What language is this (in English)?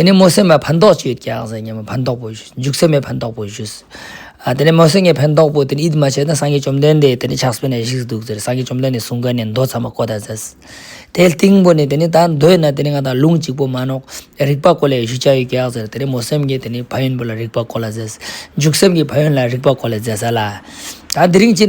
Ladakhi